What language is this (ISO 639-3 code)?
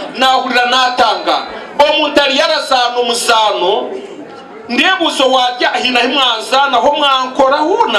nyn